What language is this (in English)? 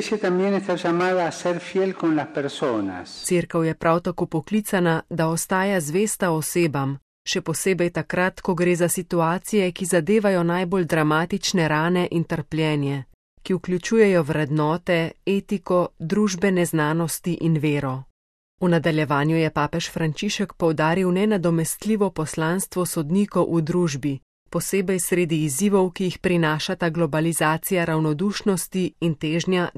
Slovenian